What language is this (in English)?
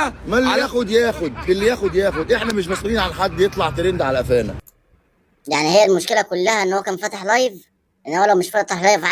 Egyptian Arabic